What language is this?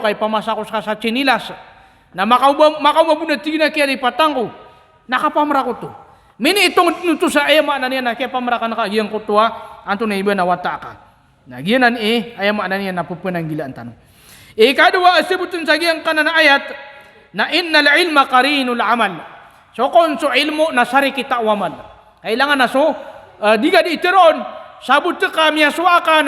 Maranao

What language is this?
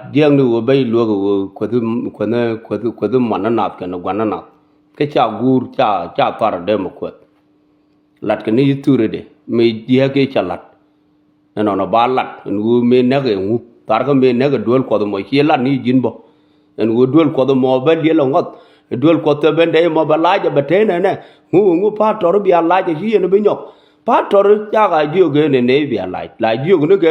Nuer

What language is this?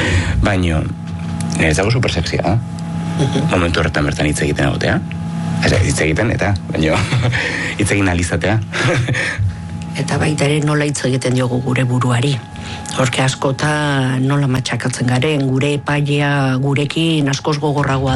Basque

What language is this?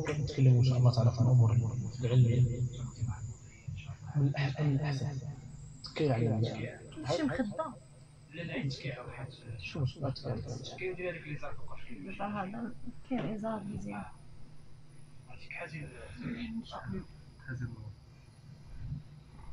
Moroccan Arabic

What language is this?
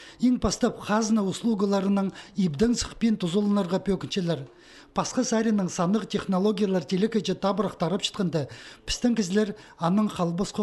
Khakas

